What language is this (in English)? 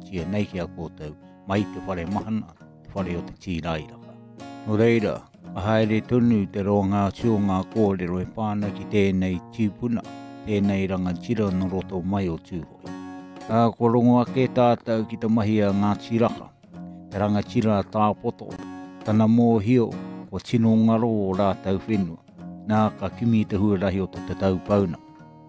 Māori